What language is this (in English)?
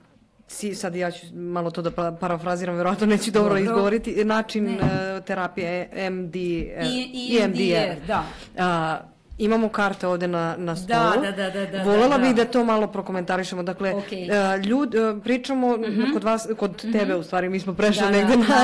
Serbian